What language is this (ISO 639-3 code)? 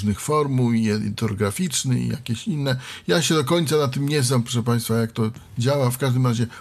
pol